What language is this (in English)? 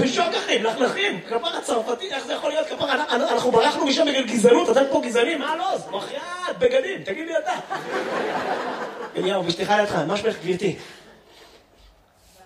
Hebrew